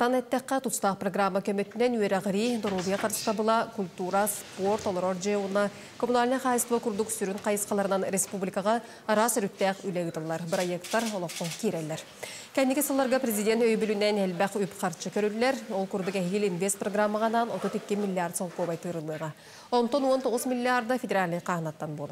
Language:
Yakut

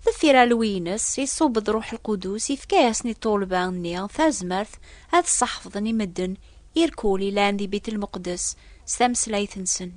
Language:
Kabyle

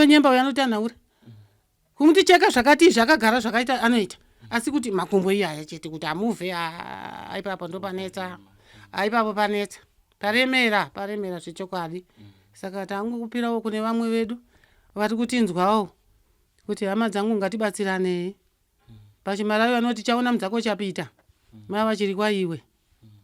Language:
Shona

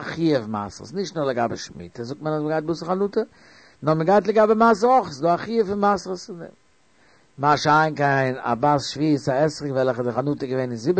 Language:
Yiddish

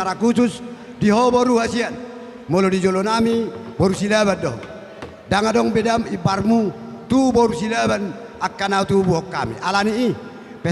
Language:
Batak Toba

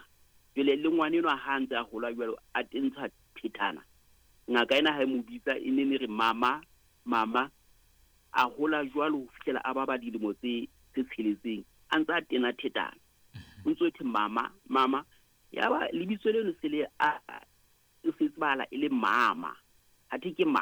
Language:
Southern Sotho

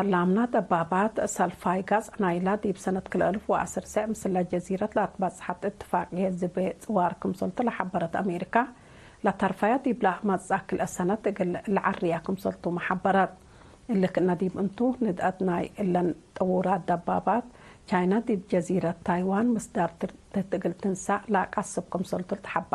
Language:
Tigre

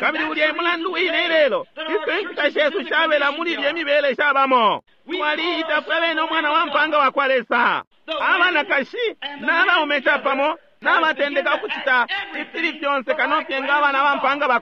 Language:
Bemba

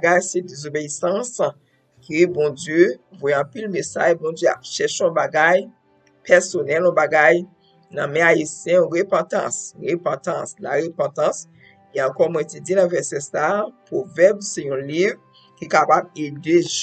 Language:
Haitian Creole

